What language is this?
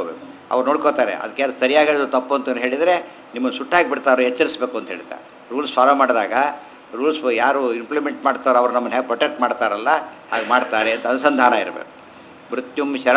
Kannada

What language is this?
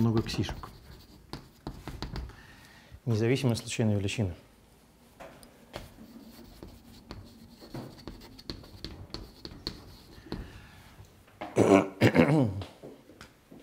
Russian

